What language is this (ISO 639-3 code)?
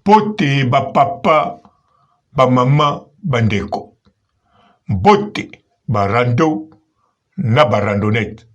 lin